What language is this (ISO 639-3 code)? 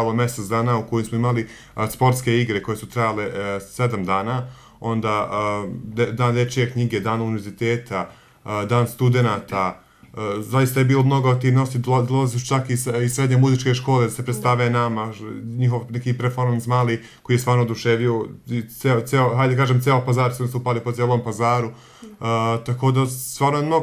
bos